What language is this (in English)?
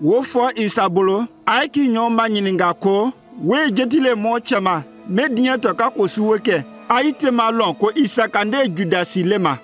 Konyanka Maninka